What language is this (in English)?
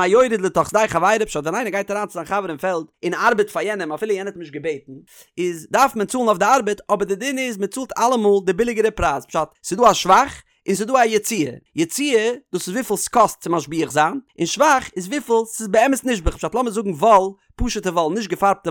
Yiddish